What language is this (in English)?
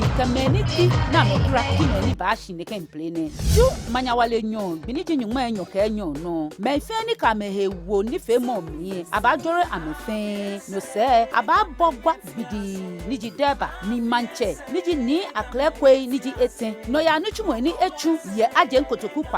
Ga